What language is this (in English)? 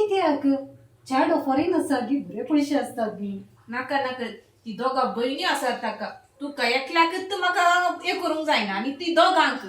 Konkani